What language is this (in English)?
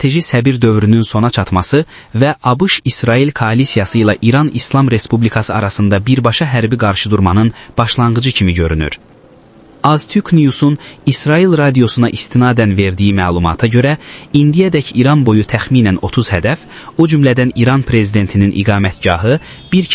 Azerbaijani